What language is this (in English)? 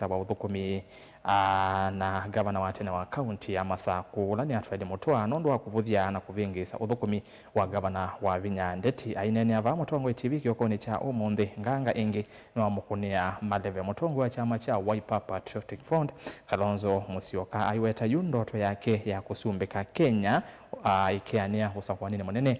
Kamba